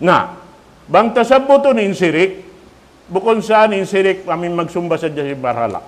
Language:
Tausug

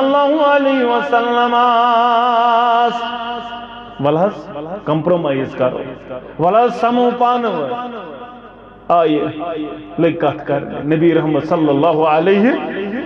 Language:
Kashmiri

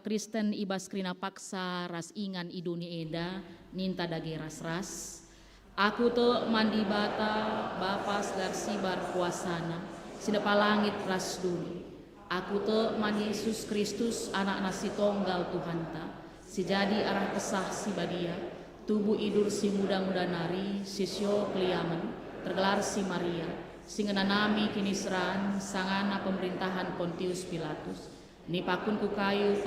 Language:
Batak Karo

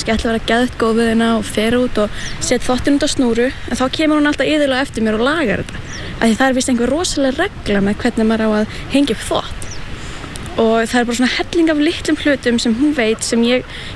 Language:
Icelandic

